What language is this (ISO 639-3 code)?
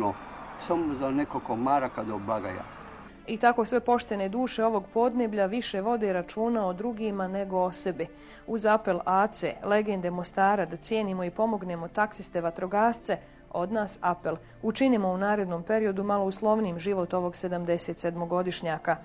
bos